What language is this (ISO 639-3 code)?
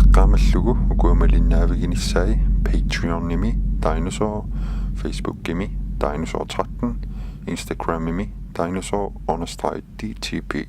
kal